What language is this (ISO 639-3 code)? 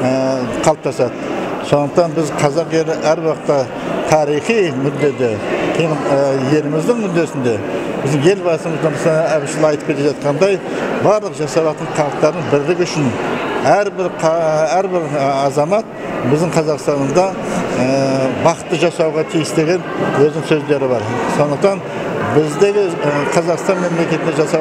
kaz